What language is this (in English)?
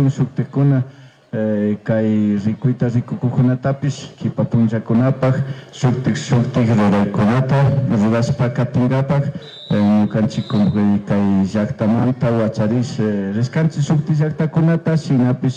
Chimborazo Highland Quichua